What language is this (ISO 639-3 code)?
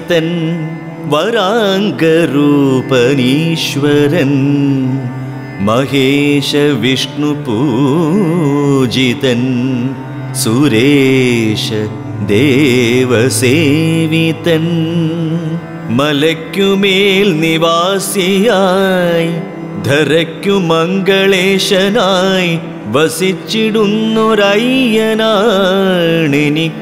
mal